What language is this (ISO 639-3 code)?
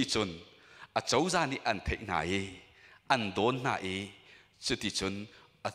cnh